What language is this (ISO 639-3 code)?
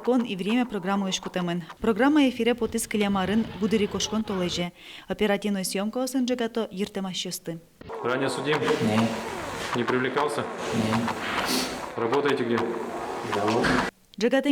udm